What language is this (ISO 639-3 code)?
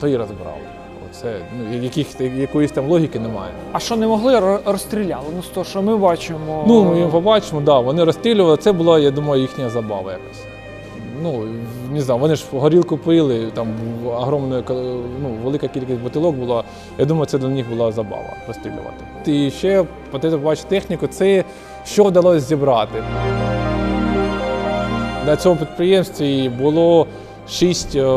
ukr